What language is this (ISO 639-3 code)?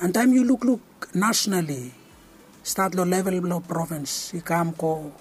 bis